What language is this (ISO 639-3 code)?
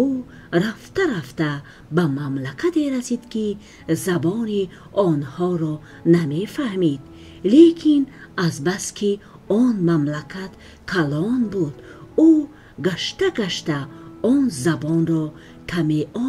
tgk